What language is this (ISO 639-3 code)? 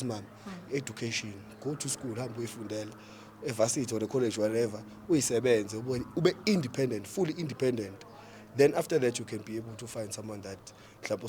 zul